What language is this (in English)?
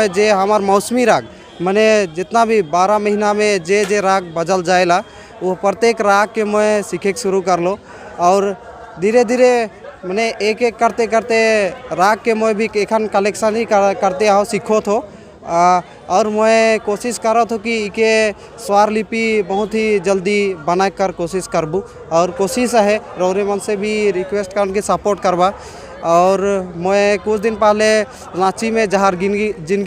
Sadri